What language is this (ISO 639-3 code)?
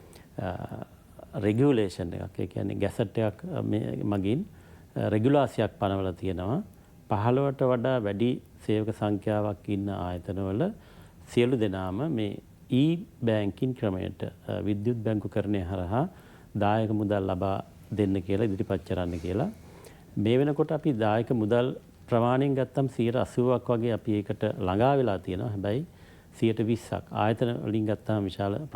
sin